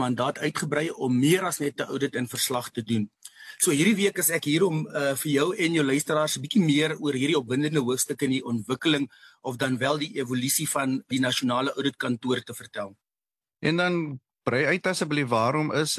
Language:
Afrikaans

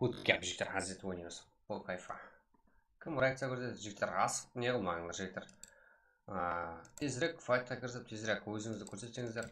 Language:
Kara-Kalpak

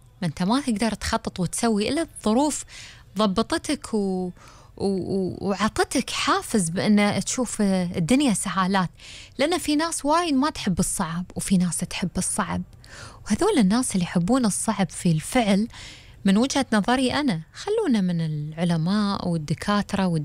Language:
Gulf Arabic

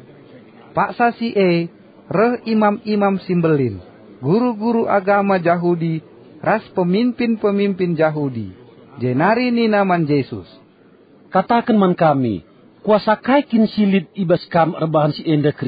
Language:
Batak Karo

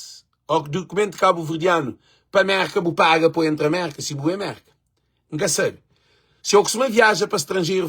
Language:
Kabuverdianu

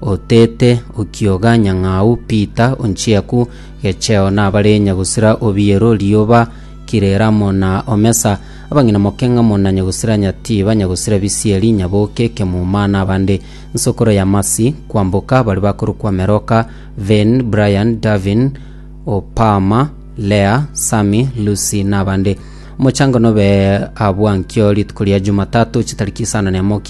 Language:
Gusii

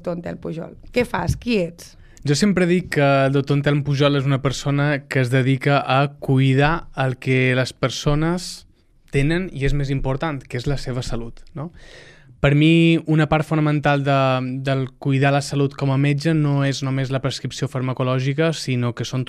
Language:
Catalan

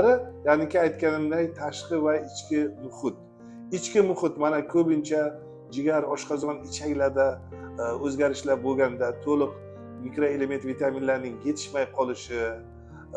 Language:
Uzbek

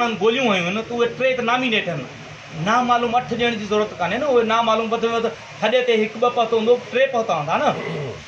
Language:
Sindhi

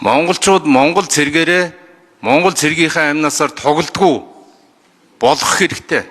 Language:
Mongolian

